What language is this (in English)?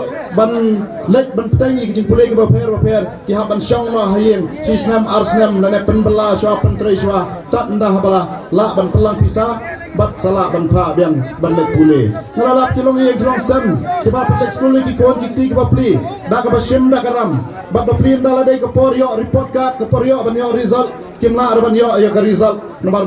Khasi